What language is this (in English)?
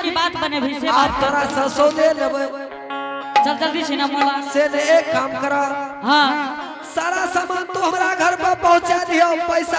Angika